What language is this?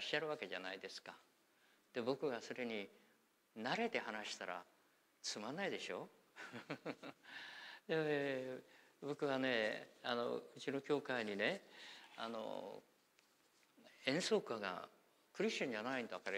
Japanese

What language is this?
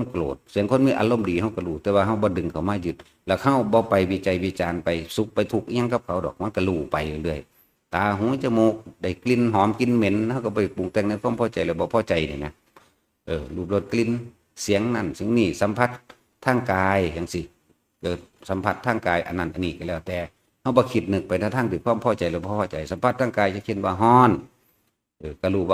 Northeastern Thai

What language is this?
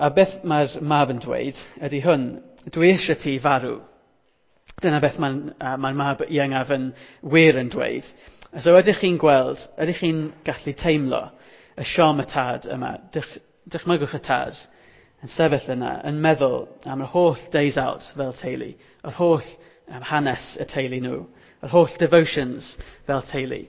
Welsh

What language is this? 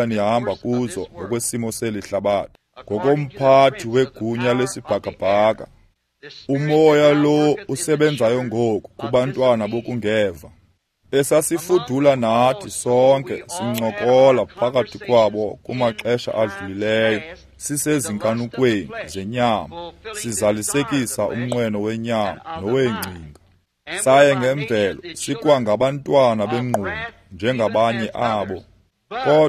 Xhosa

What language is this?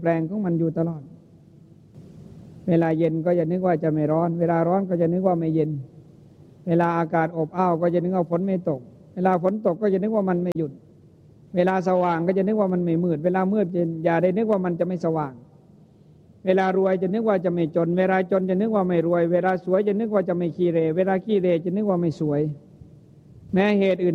Thai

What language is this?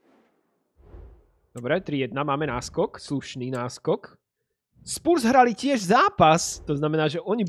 Slovak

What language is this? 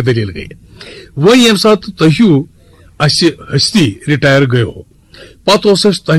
Kashmiri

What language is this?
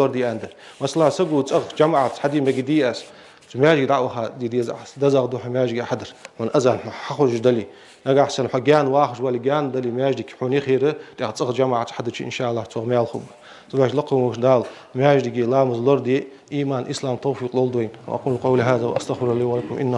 Ingush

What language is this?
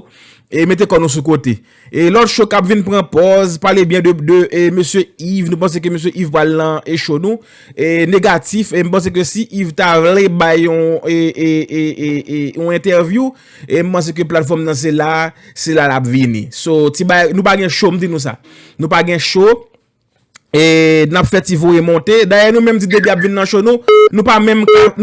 Haitian Creole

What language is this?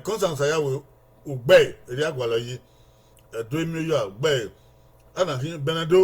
Bini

